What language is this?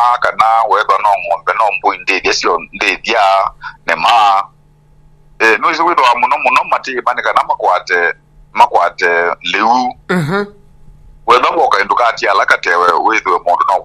Kamba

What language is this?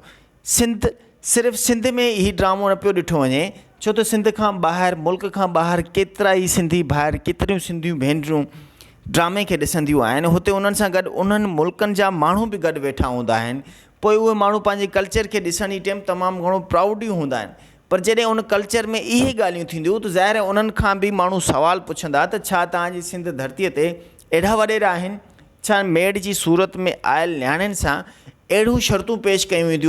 Sindhi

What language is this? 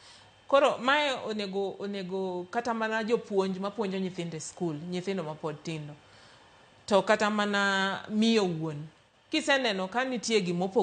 Luo (Kenya and Tanzania)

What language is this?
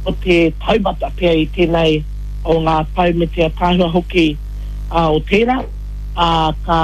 Māori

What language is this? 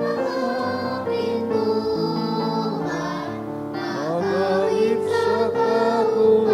Bikol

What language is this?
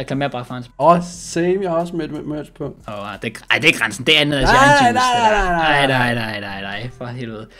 Danish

